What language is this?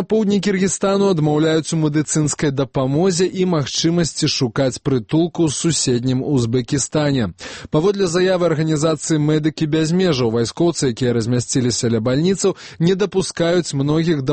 Belarusian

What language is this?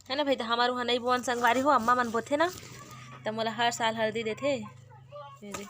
Chhattisgarhi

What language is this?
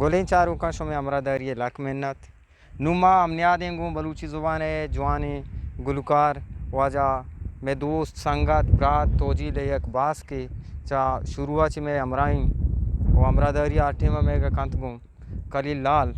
Eastern Balochi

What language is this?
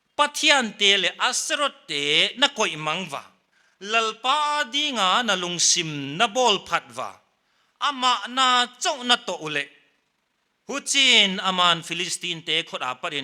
Paite Chin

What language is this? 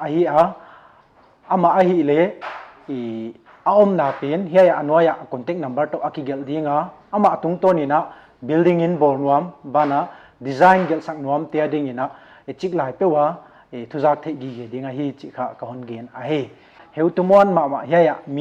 Paite Chin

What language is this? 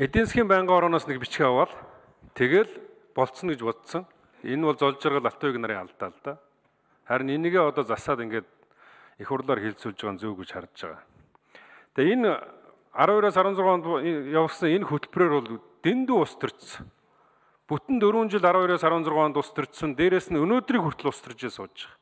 Mongolian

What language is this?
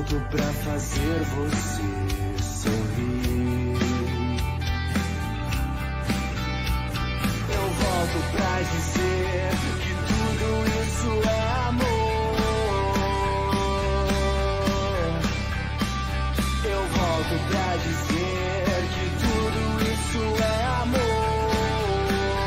Portuguese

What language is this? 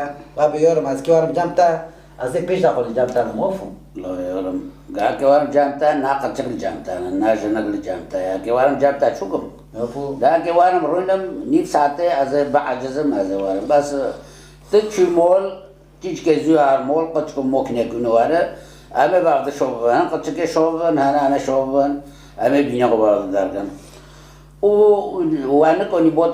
Kurdish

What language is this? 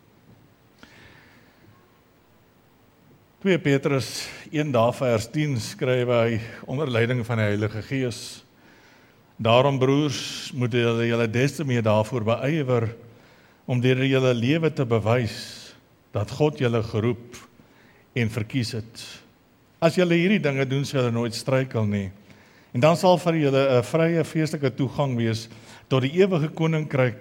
Afrikaans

